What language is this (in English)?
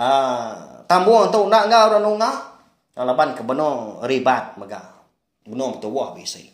Iban